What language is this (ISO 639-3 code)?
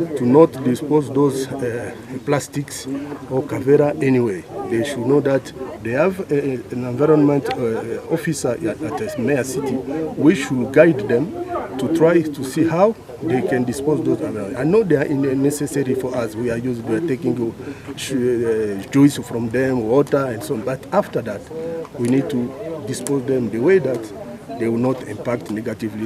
nyn